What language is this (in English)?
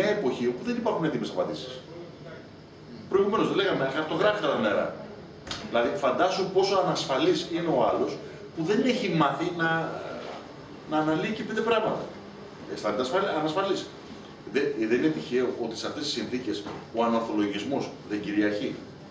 Greek